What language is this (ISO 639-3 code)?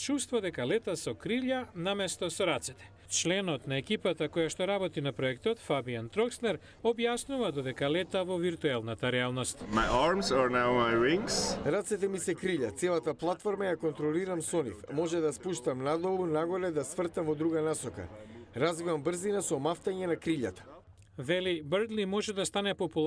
mkd